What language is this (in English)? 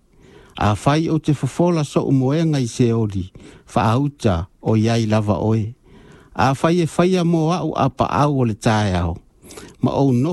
Samoan